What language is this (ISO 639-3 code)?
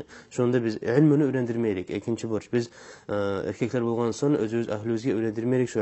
kum